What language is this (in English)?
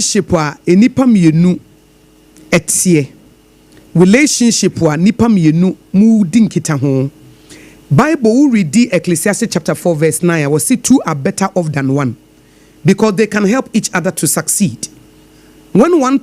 Akan